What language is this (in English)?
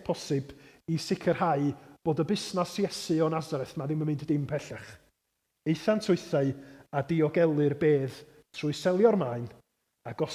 Welsh